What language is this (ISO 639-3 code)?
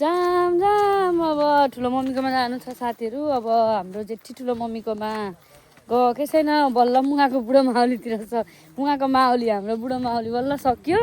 nep